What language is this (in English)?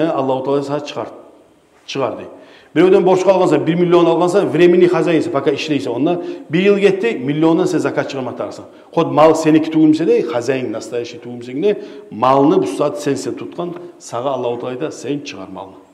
Kumyk